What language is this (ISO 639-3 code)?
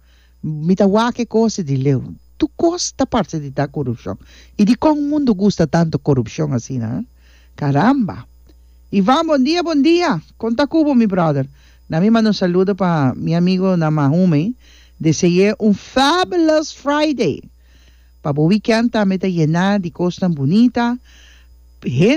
pap